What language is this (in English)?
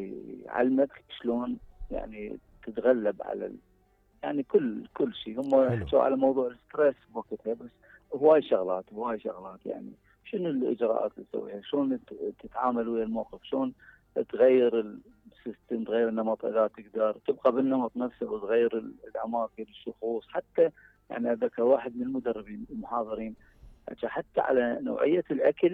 Mesopotamian Arabic